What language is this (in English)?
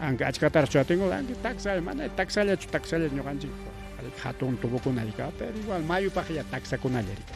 Ayacucho Quechua